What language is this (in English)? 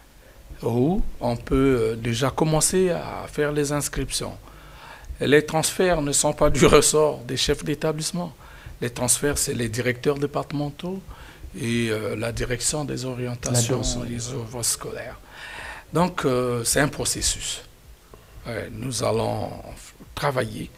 French